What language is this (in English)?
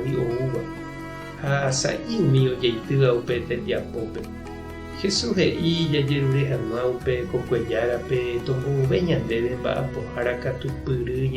Guarani